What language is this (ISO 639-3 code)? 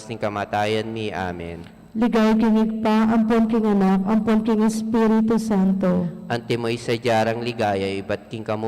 pam